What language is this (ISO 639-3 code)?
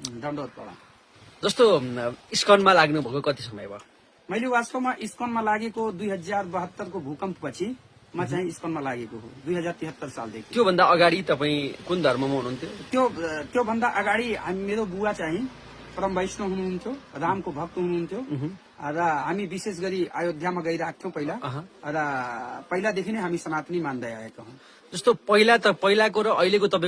nep